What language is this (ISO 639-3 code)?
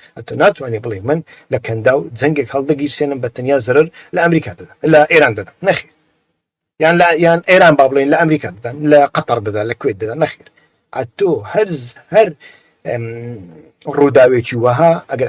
ckb